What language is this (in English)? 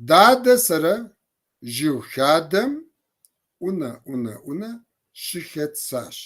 Kabardian